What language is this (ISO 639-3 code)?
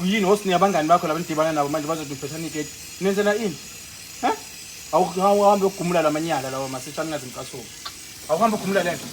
zul